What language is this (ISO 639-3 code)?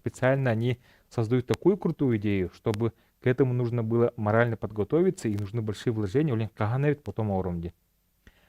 sah